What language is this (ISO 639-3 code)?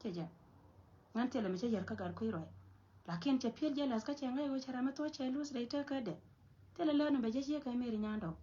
nus